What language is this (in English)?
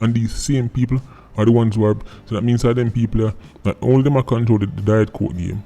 Jamaican Creole English